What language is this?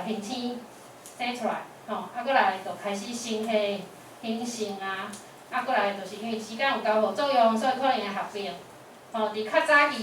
Min Nan Chinese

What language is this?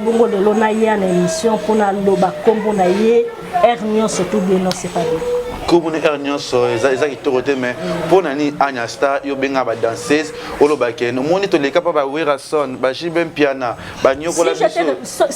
Lingala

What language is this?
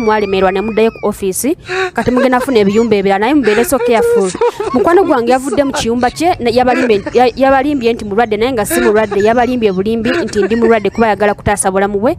Ganda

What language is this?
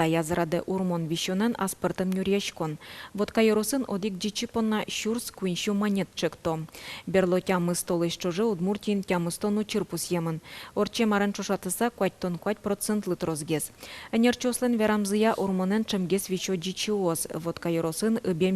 Udmurt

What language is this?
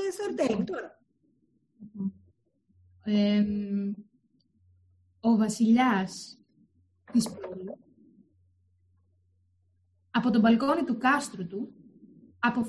Greek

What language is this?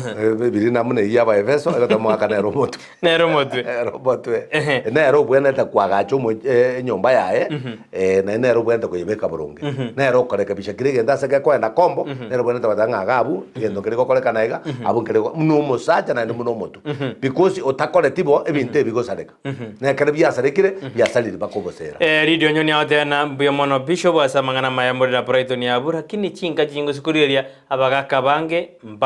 Gusii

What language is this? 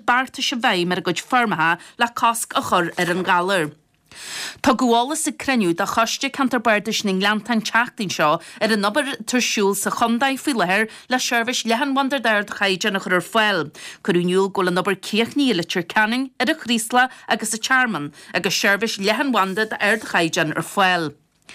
Irish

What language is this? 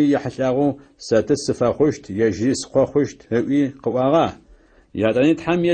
Adyghe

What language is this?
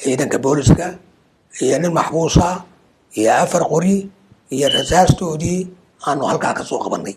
Somali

